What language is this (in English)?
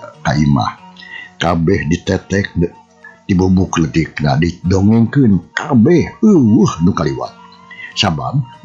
Sundanese